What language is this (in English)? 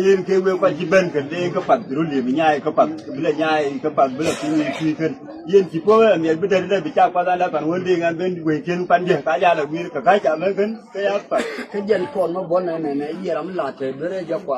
Nuer